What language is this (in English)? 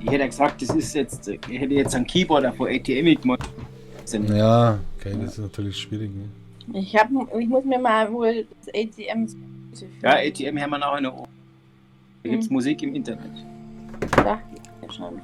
Bavarian